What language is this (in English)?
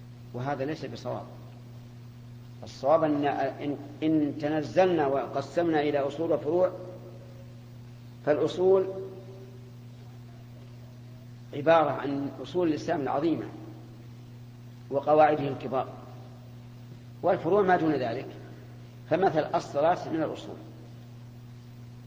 Arabic